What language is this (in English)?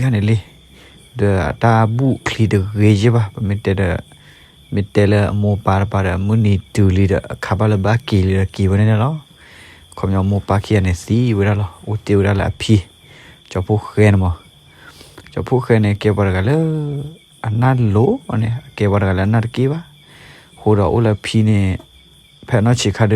S'gaw Karen